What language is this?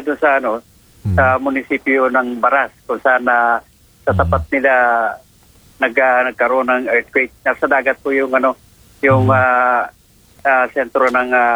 Filipino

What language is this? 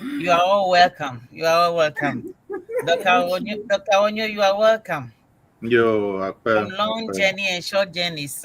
Ewe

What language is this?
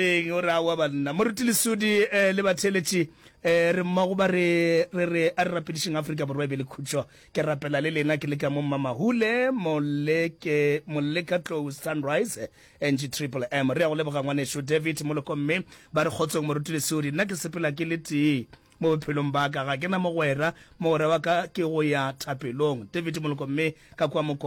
Northern Sotho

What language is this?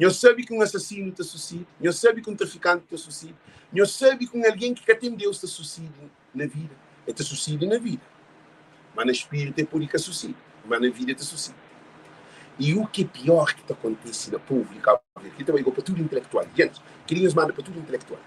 Kabuverdianu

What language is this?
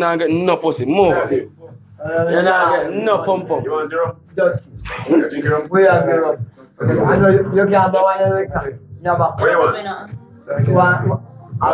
Jamaican Creole English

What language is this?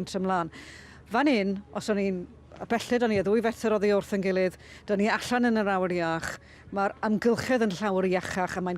Welsh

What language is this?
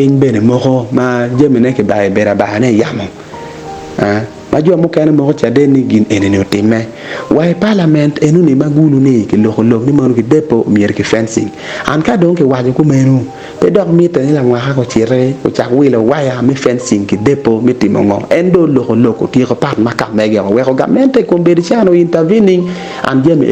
Acoli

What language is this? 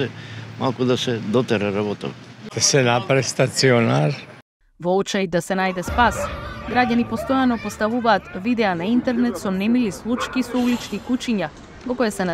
Macedonian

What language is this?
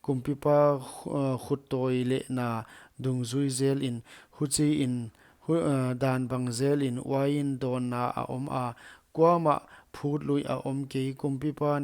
Paite Chin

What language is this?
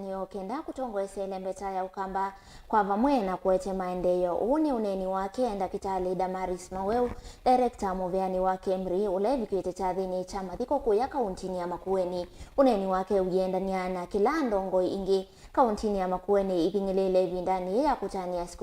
Kamba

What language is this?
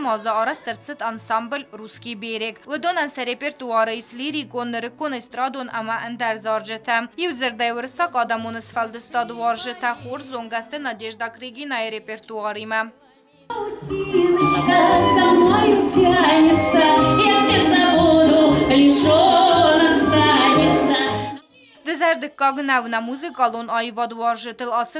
Ossetic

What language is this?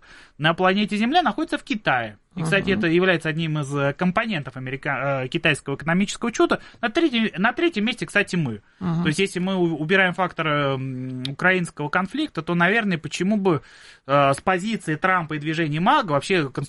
Russian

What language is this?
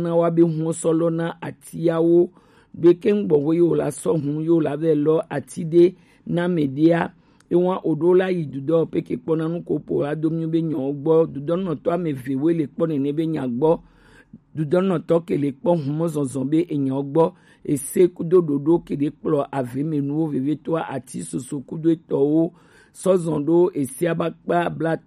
Gen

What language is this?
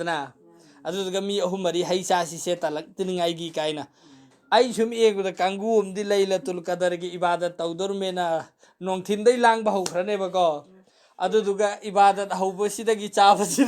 Manipuri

